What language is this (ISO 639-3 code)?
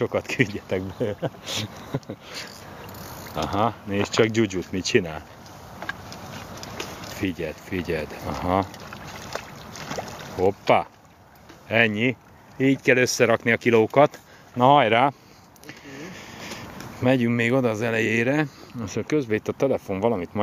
hun